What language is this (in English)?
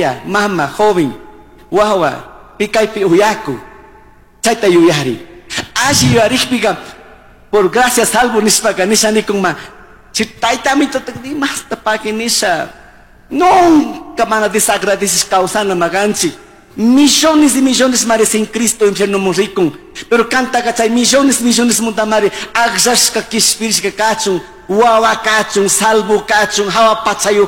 Chimborazo Highland Quichua